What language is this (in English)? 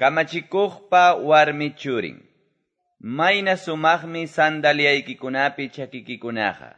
Quechua